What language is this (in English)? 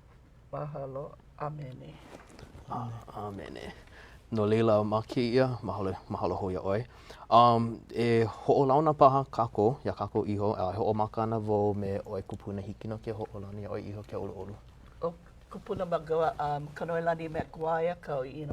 Hawaiian